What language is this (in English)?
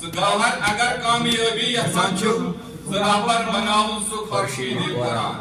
Kashmiri